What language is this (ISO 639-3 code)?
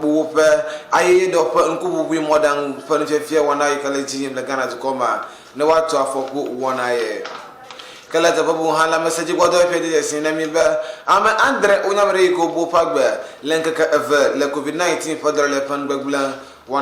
ewe